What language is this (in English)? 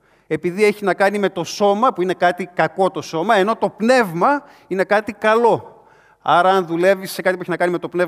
Greek